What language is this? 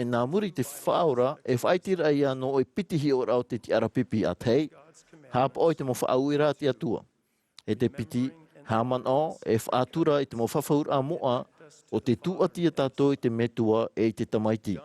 Tahitian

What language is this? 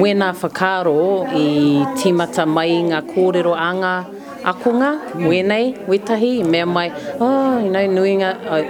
Māori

